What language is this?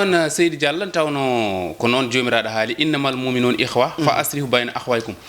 Fula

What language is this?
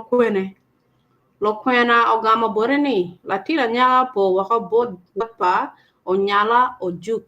Acoli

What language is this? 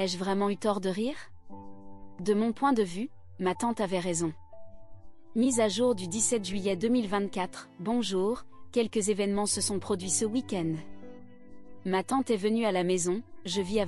French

